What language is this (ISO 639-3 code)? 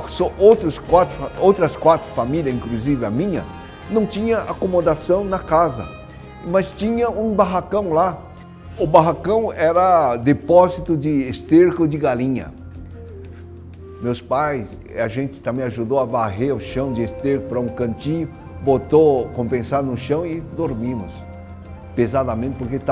por